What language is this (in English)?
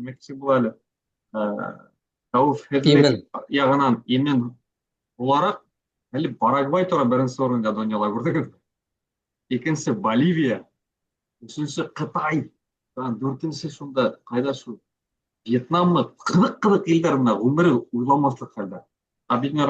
Bashkir